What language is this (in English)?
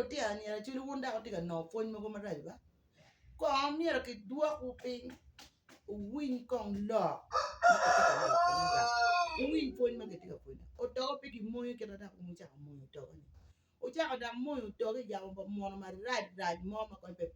Acoli